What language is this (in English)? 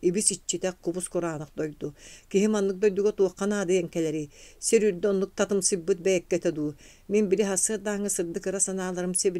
Yakut